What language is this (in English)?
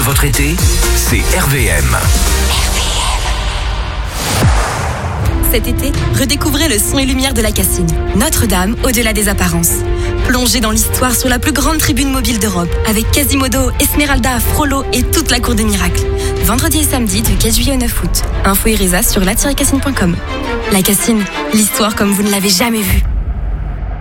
French